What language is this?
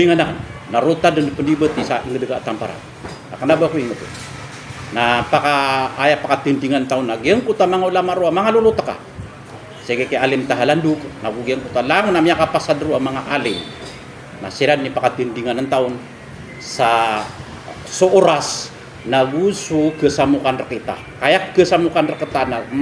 Maranao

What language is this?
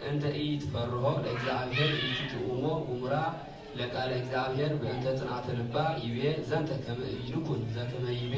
Geez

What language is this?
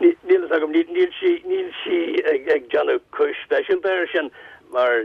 Irish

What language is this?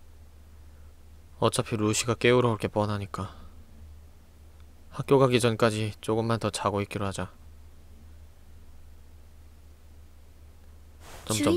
Korean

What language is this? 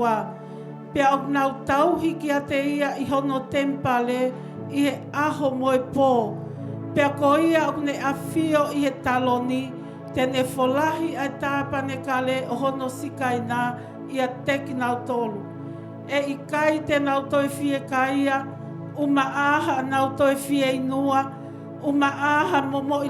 Tongan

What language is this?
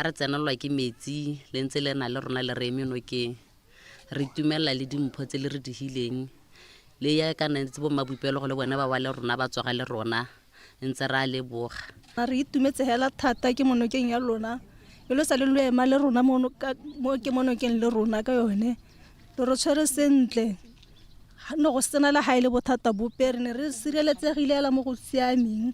Tswana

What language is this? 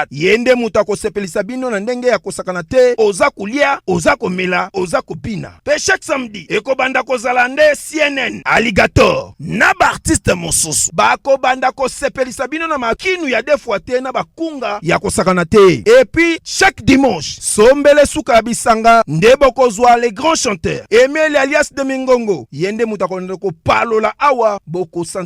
Lingala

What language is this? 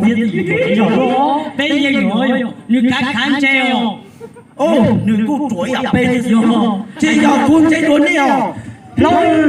Hmong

